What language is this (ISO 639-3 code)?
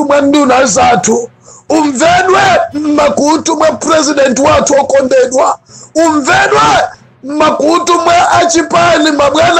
nya